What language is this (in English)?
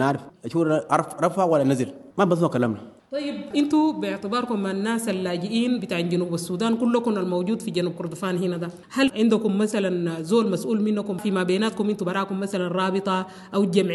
Sudanese Arabic